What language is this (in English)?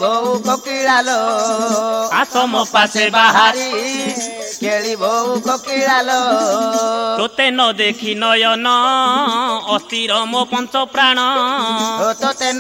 Odia